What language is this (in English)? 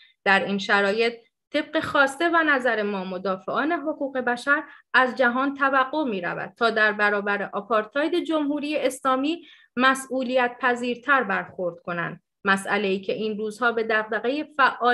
Persian